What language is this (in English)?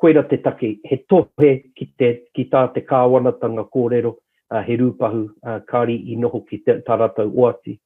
Māori